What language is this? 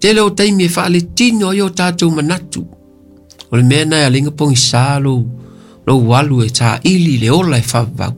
Samoan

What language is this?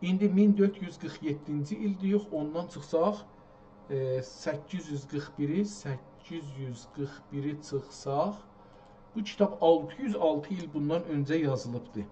South Azerbaijani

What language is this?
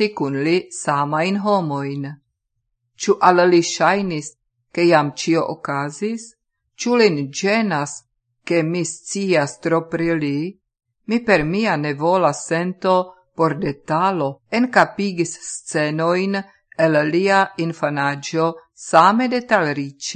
Esperanto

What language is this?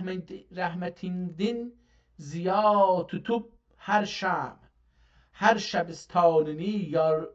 South Azerbaijani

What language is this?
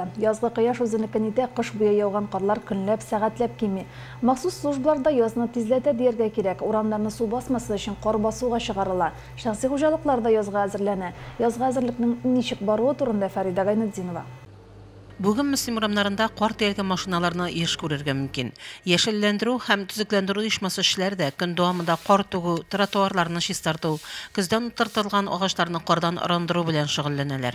Tatar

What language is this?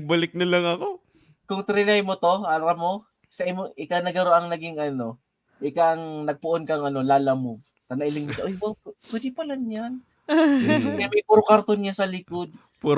Bikol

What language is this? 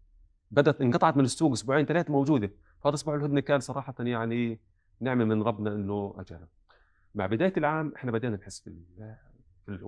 North Levantine Arabic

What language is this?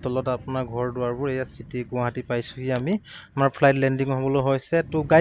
Assamese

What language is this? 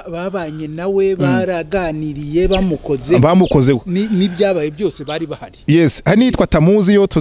Kinyarwanda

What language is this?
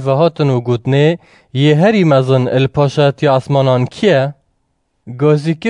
Kurdish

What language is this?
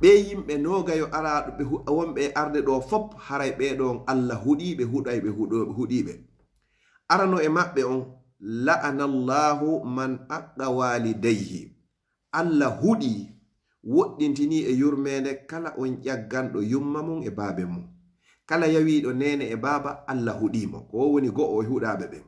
Fula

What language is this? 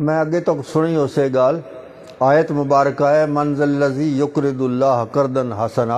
Saraiki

